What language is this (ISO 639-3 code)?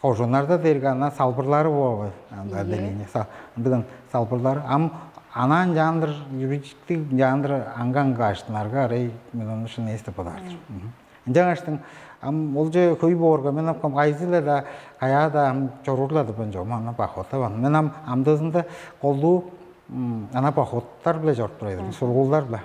tyv